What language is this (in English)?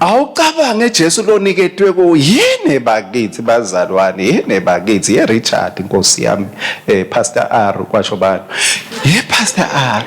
Swati